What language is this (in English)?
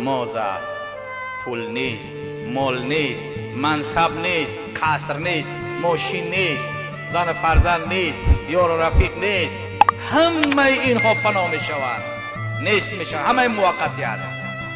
Tajik